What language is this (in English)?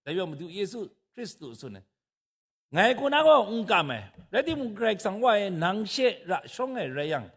Kachin